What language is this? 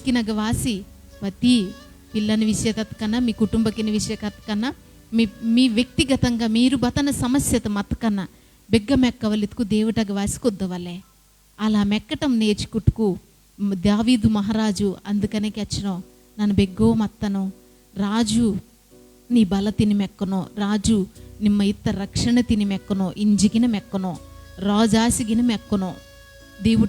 Koya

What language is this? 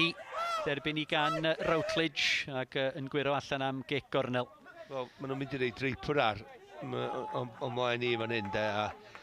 Welsh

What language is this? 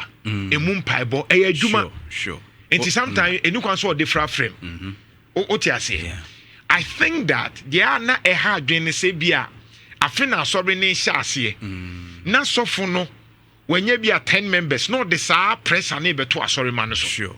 Akan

